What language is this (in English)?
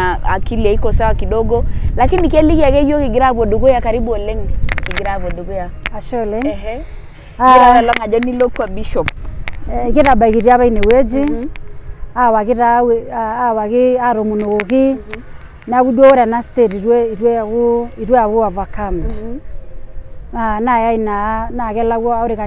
Masai